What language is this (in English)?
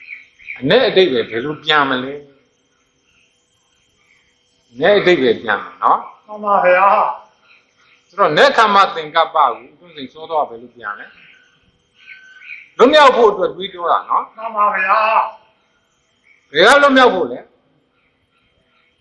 Burmese